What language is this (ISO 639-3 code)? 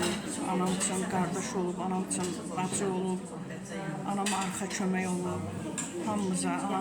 aze